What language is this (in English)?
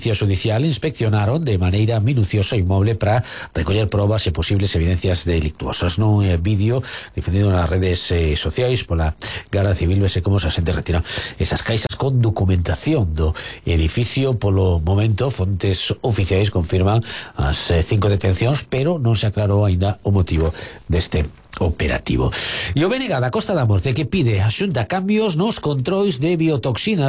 Galician